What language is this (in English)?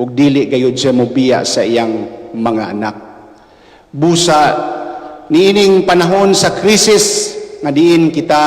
Cebuano